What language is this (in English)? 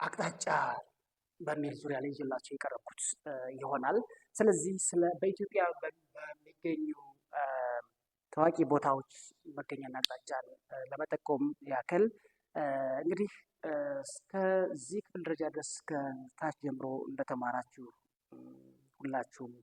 Amharic